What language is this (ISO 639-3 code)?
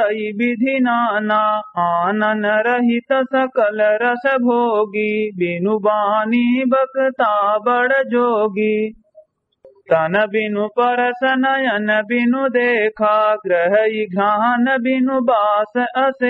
awa